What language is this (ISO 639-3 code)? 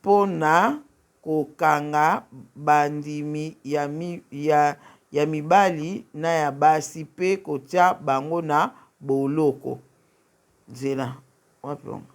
lin